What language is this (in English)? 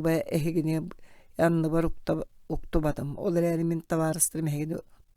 Yakut